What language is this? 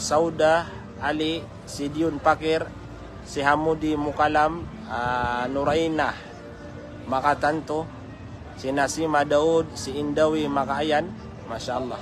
Maranao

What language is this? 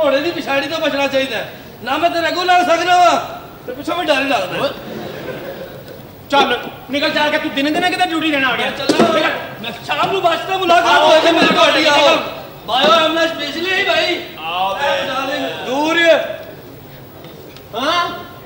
Punjabi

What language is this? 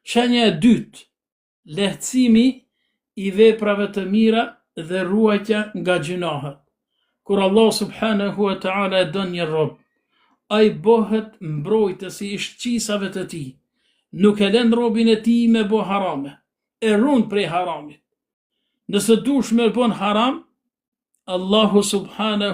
Albanian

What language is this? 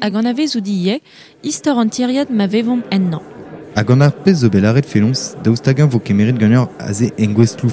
Breton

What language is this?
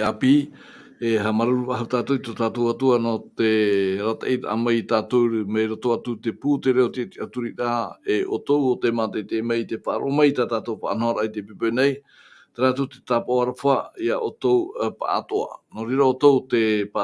Tahitian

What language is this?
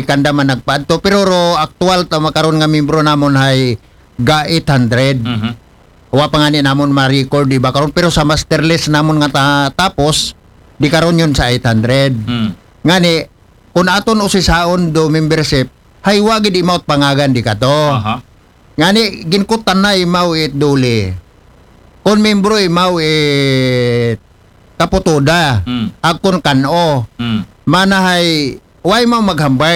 Aklanon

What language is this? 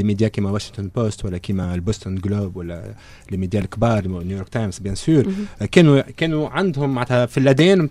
Tunisian Arabic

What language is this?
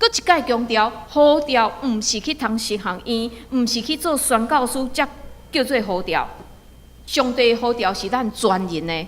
Min Nan Chinese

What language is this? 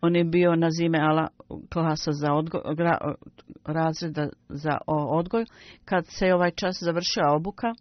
Bosnian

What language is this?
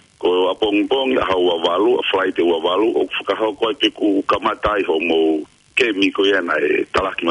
Tongan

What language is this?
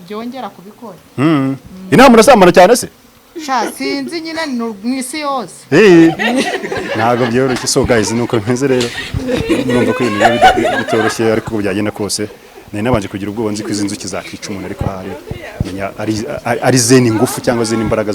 Kinyarwanda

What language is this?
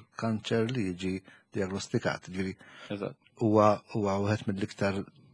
Maltese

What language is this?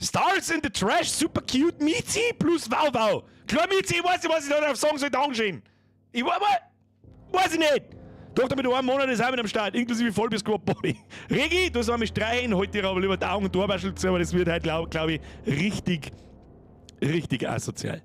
Bavarian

